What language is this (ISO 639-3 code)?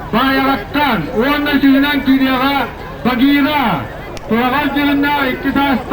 sah